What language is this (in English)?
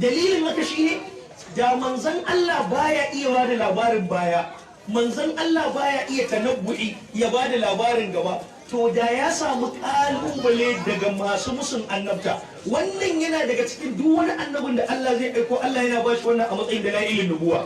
Hausa